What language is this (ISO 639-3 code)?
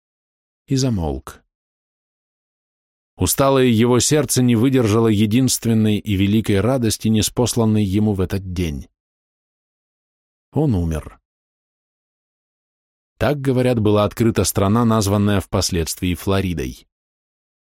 rus